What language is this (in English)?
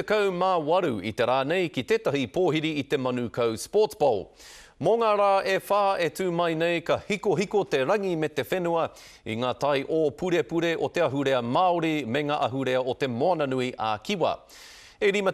Māori